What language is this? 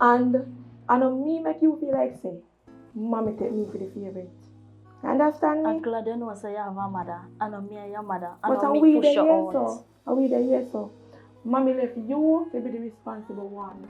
Jamaican Creole English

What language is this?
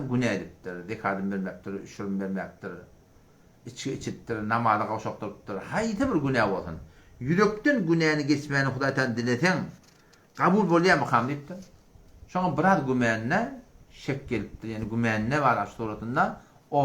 Turkmen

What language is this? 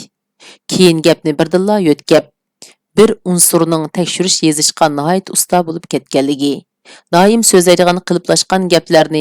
Uyghur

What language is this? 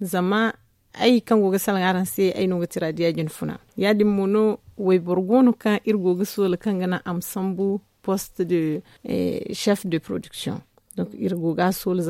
Zarma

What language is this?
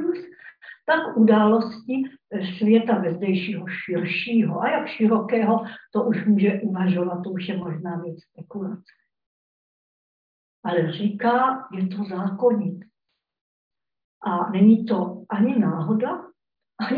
Czech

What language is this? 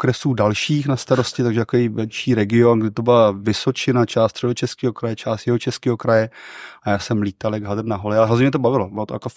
Czech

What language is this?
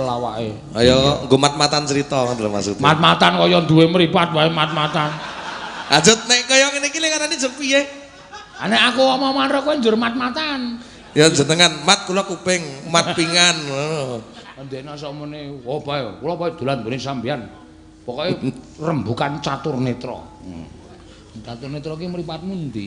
Javanese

